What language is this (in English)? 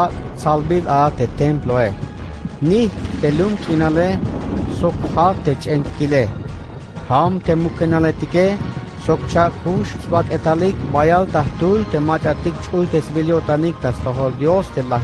Tzeltal